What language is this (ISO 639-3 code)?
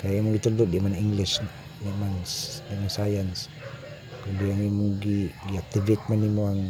ceb